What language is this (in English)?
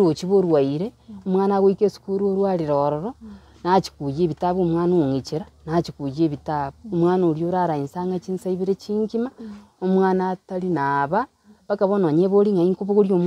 Gusii